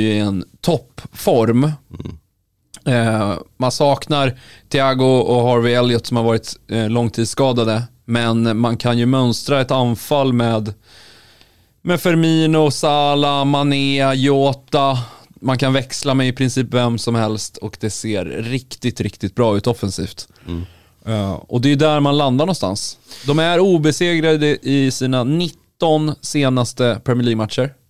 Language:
Swedish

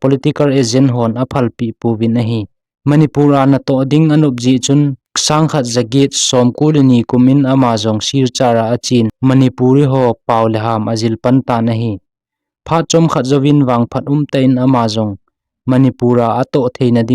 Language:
Thado Chin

